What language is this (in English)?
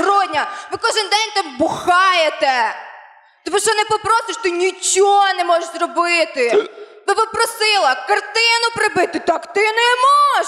Ukrainian